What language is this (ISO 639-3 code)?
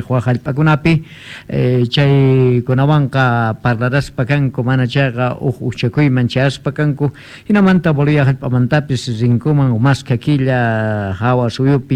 que